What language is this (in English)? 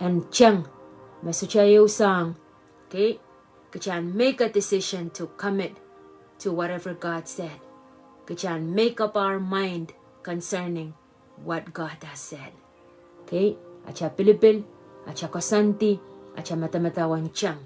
Pohnpeian